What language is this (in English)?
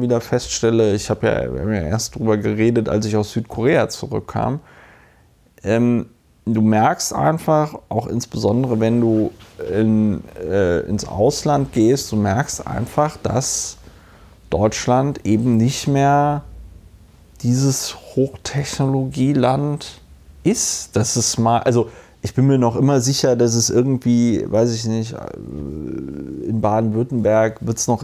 German